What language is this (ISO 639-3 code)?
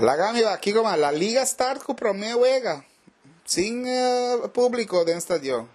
pap